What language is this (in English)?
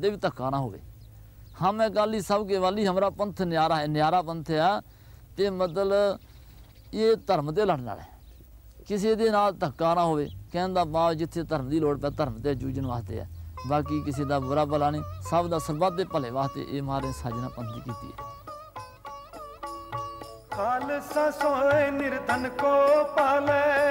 Punjabi